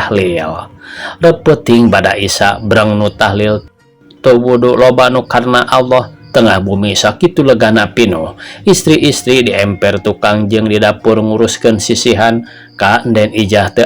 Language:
Sundanese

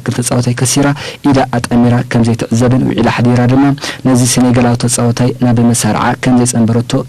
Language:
Tigrinya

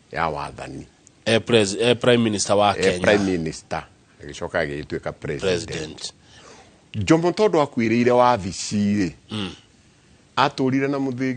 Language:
Kikuyu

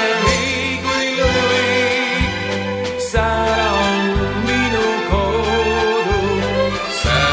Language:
Estonian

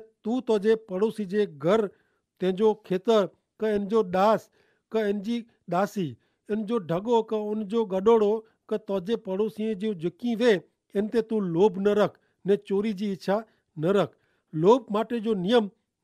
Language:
Kachhi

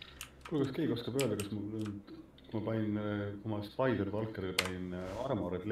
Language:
Estonian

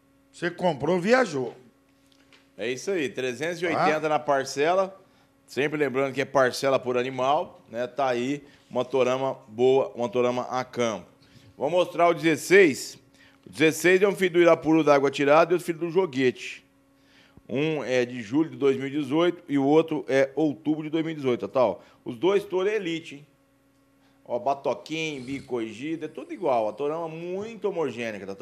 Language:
Portuguese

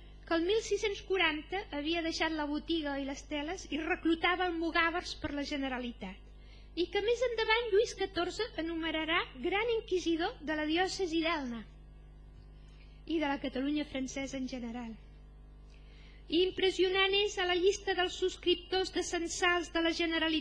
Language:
Catalan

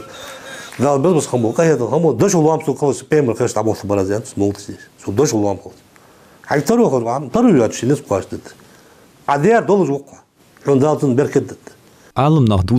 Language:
Ingush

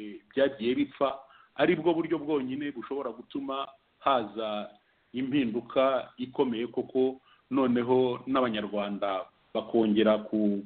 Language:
Kinyarwanda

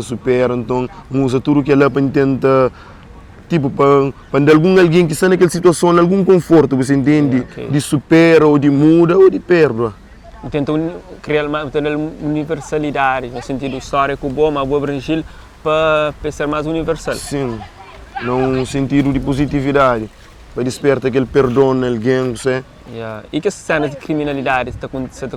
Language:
Kabuverdianu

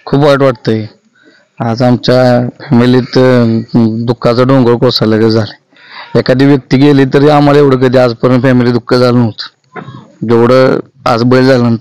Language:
Marathi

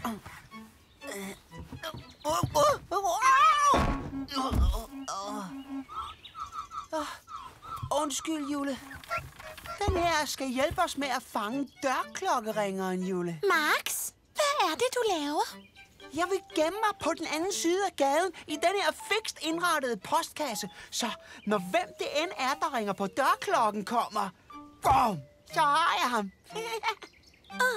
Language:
Danish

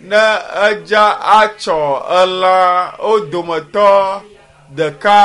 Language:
Ewe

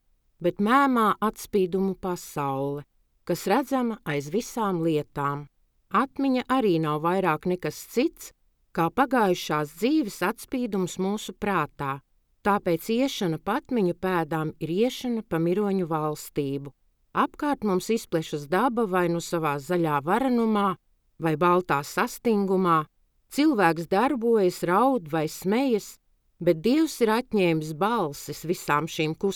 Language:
Latvian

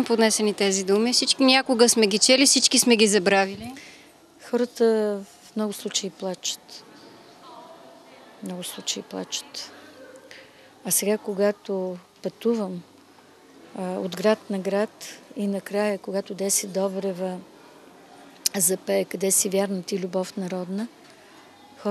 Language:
Bulgarian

